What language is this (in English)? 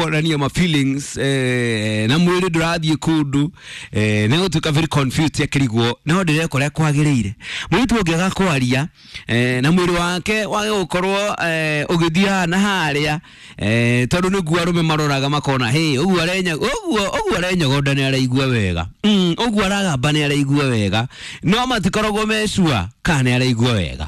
Kikuyu